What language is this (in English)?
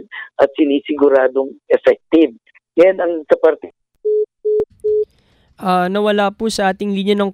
Filipino